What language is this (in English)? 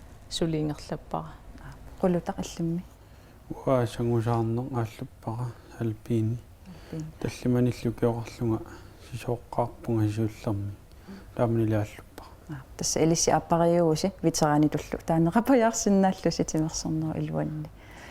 Kalaallisut